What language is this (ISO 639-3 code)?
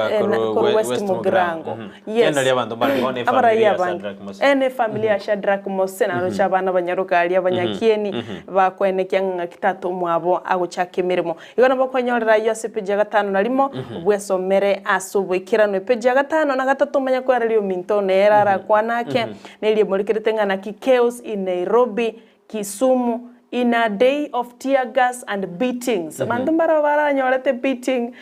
guz